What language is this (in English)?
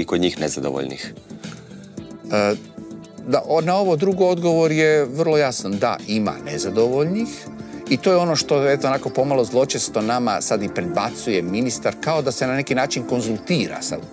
Croatian